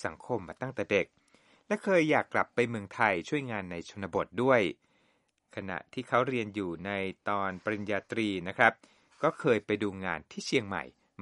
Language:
Thai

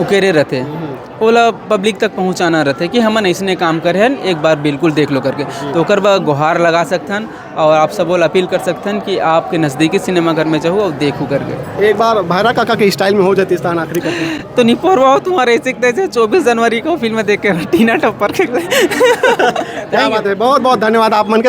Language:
Chhattisgarhi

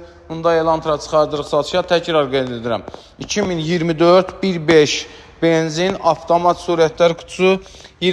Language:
Azerbaijani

